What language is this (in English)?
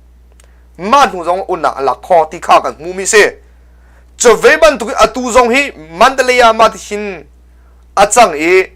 Hakha Chin